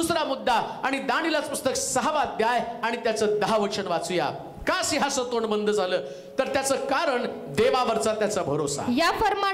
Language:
Marathi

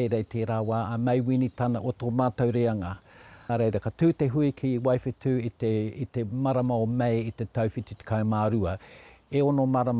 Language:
Māori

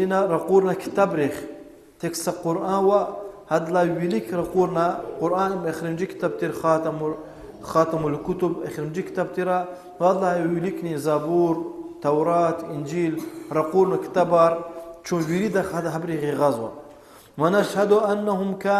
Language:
Lezghian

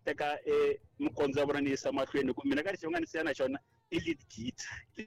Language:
Tsonga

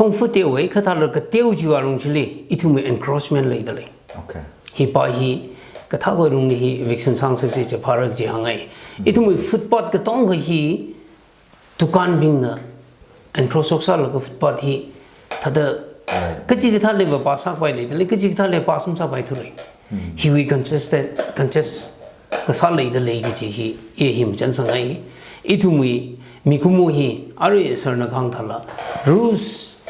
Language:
Tangkhul Naga (India)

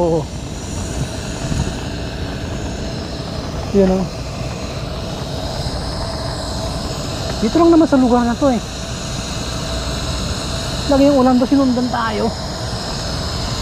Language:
Filipino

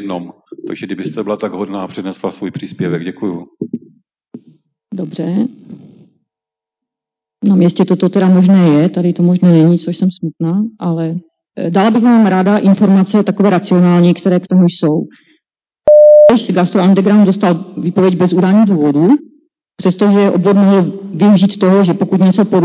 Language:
Czech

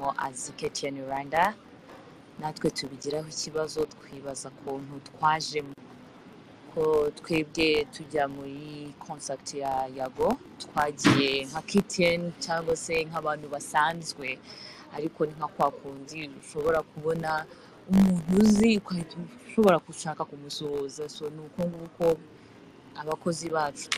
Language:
Kinyarwanda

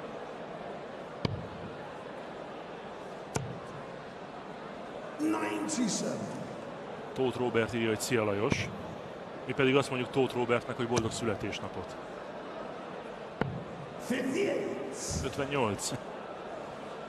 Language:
Hungarian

